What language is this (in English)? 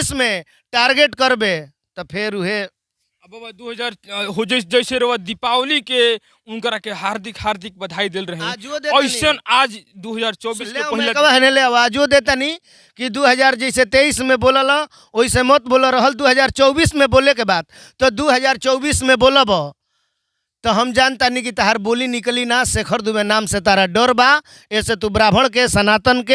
Bhojpuri